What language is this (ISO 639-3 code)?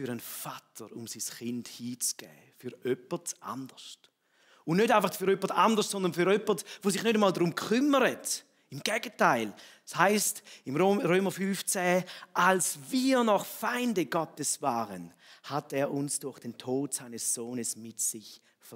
gsw